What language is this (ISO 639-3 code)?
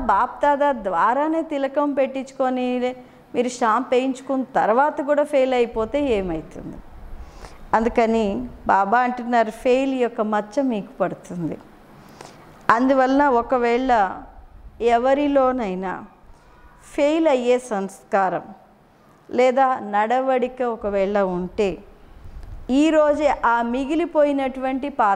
tel